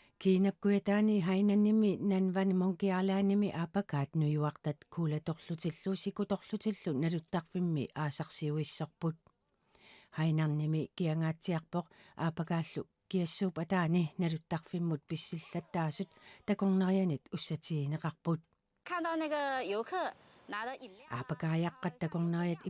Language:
Kalaallisut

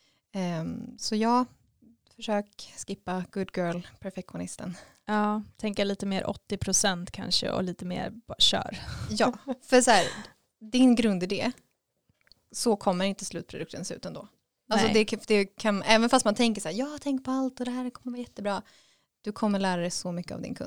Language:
Swedish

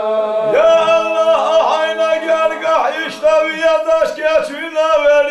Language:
Ingush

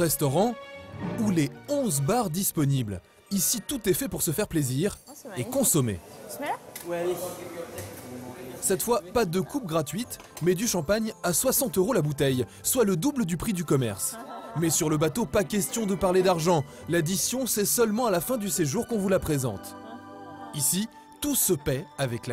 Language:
French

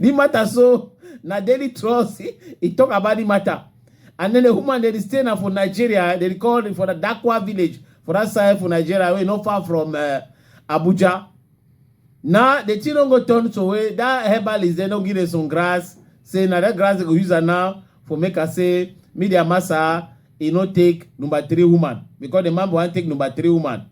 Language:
Cameroon Pidgin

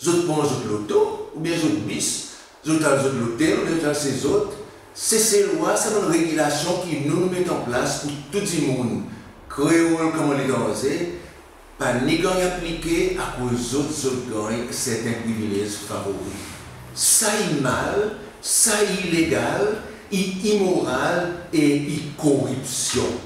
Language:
Seselwa Creole French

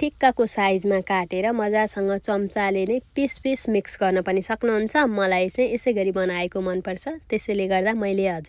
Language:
Nepali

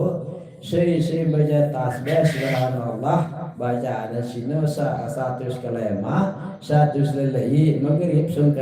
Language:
Sasak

